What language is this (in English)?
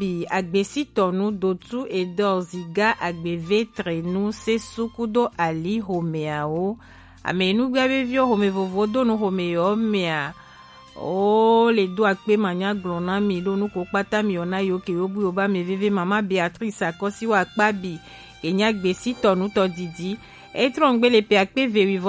Gen